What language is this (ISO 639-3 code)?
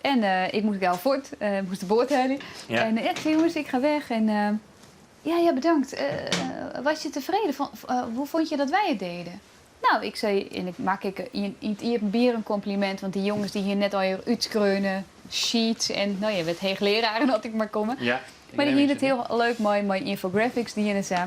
fry